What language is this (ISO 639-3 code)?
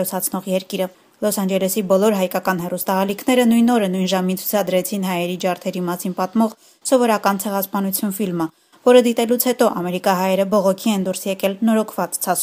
hye